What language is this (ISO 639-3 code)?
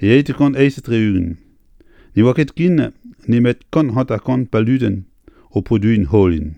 bre